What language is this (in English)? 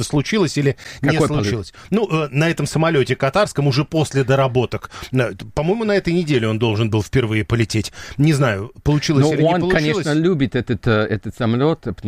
Russian